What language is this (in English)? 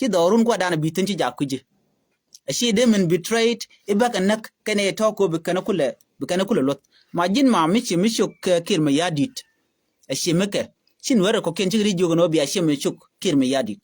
Nuer